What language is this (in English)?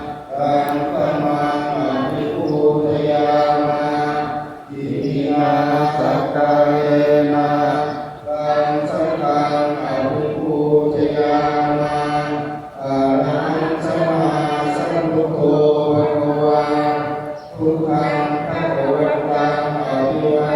Pali